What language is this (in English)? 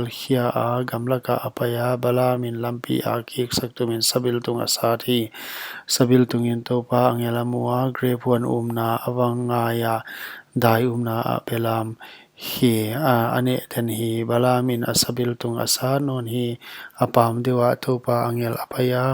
Paite Chin